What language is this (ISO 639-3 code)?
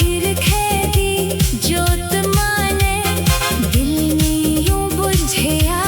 doi